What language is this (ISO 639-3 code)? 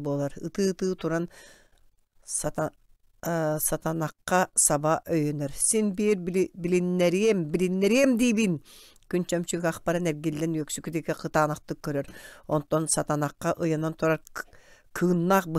sah